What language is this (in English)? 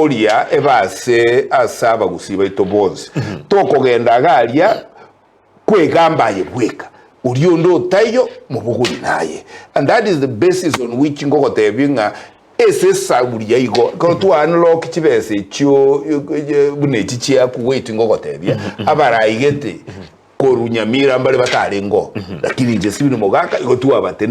Gusii